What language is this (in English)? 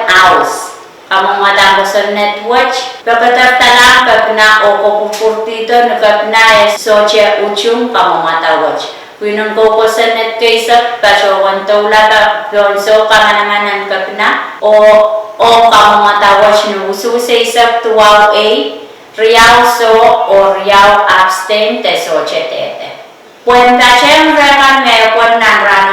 Pohnpeian